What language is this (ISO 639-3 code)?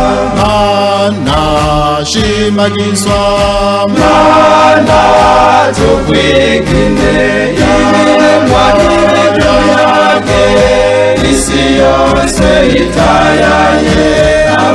kin